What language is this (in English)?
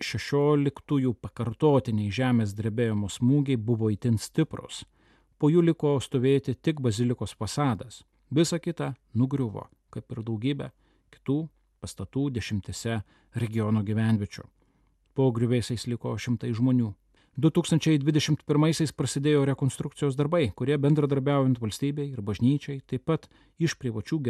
Lithuanian